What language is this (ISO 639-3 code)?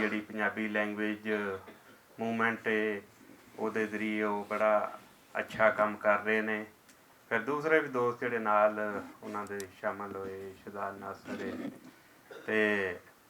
lah